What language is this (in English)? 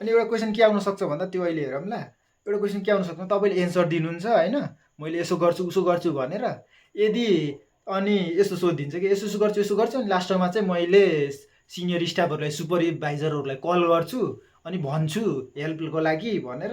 Nepali